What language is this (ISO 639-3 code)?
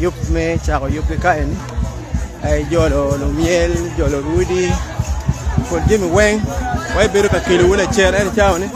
ach